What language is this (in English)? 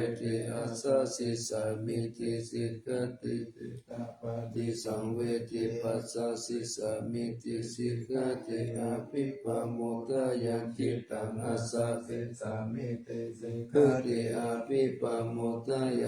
Pali